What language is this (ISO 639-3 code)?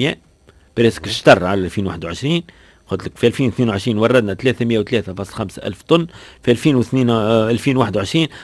aeb